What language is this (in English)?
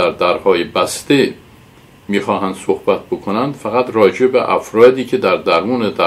Persian